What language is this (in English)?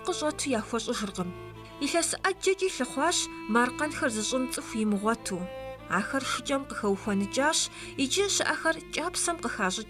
Kabardian